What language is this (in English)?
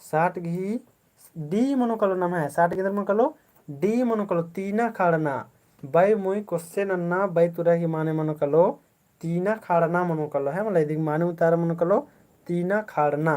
Kurukh